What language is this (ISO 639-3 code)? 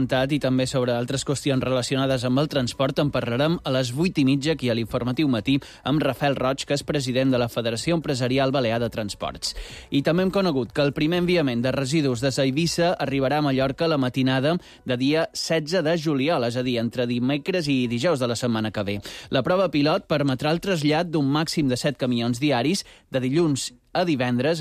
cat